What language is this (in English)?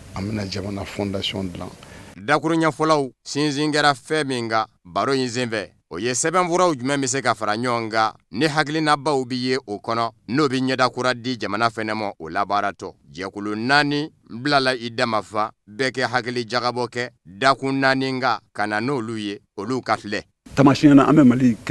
Bambara